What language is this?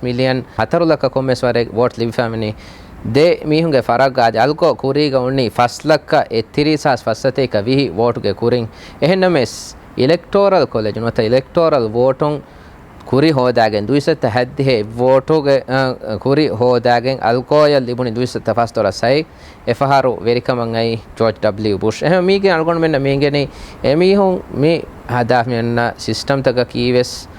Divehi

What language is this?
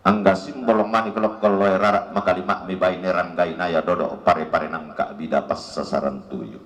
Toraja-Sa'dan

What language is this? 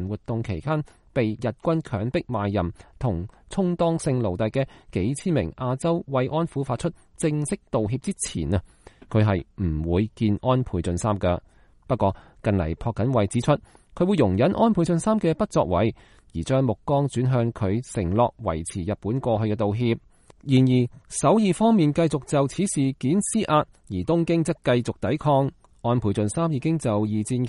Cantonese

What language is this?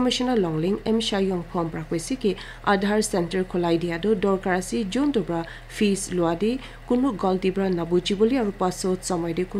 Naga Pidgin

